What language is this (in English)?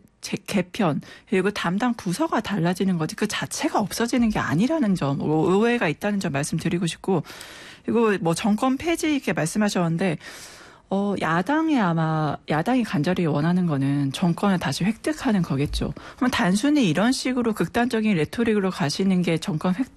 Korean